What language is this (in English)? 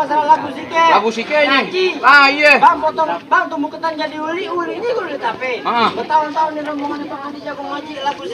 Betawi